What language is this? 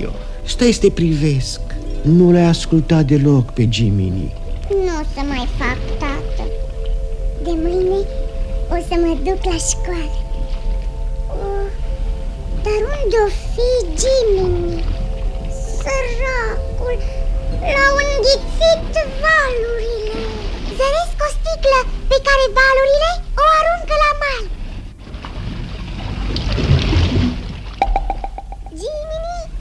Romanian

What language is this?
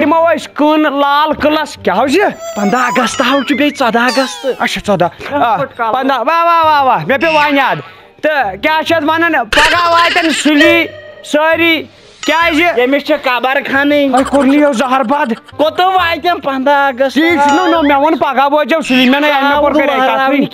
Kashmiri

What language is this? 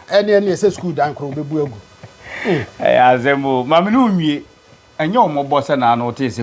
Akan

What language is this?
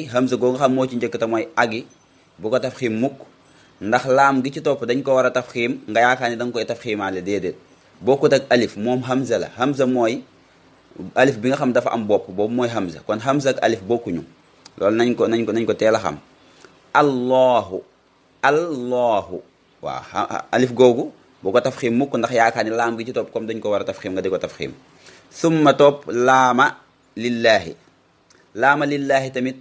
Wolof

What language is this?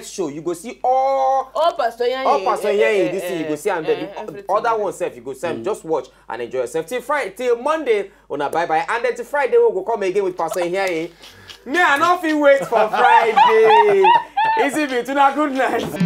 Nigerian Pidgin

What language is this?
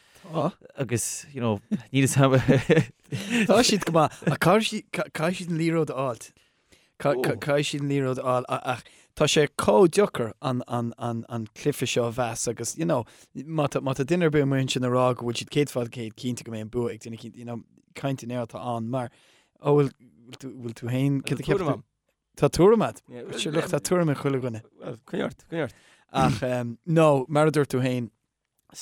Irish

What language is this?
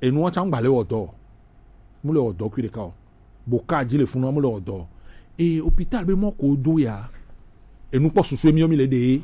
Gen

